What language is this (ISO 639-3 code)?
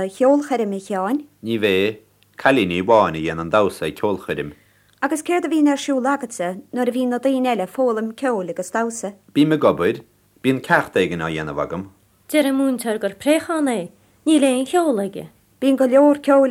gle